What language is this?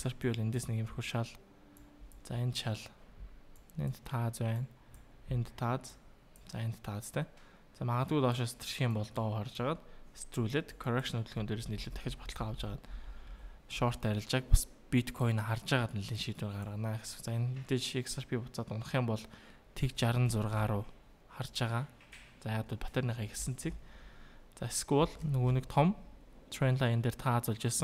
Mongolian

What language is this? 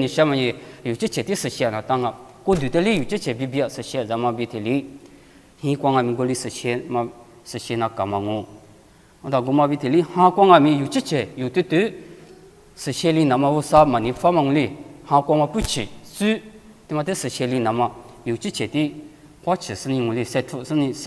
Lisu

